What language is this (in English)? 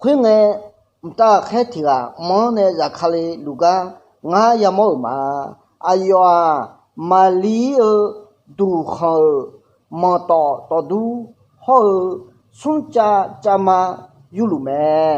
Akha